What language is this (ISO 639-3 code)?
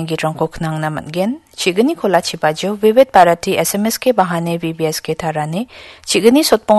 grt